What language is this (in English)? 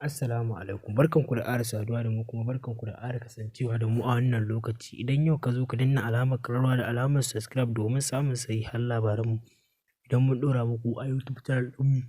Hausa